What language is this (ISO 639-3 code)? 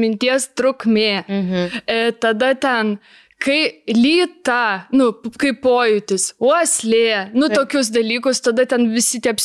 lit